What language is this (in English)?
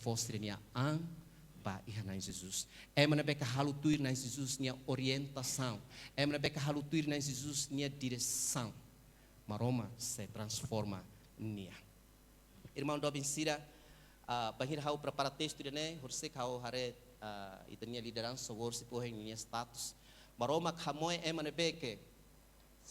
Tetum